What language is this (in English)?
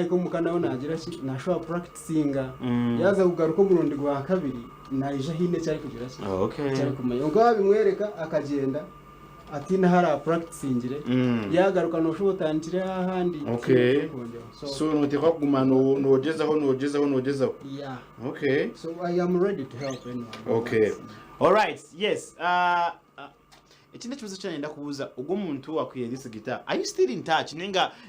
Nyankole